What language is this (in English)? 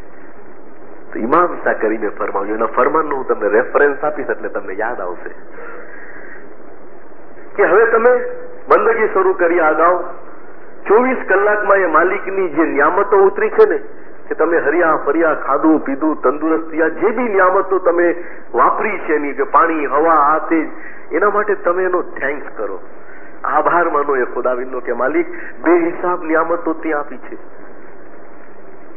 Gujarati